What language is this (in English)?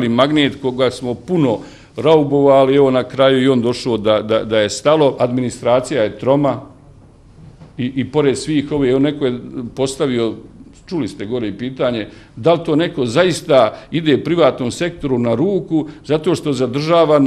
Bosnian